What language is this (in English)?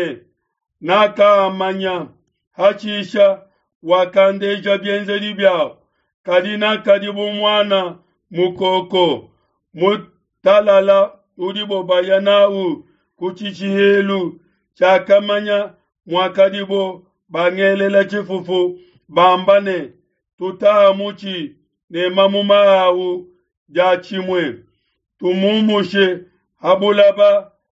Luba-Lulua